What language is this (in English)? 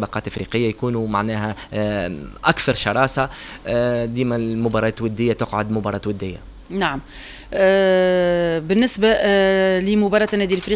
Tunisian Arabic